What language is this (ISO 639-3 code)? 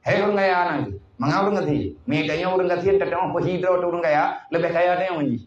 ace